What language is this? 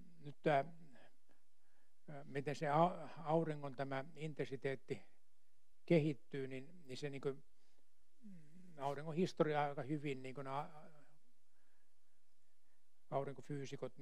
Finnish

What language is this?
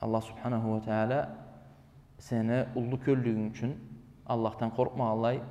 Karachay-Balkar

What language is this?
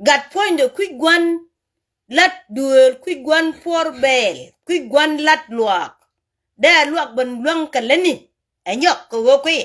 Nuer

